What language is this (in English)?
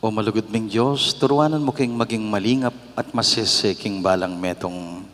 Pampanga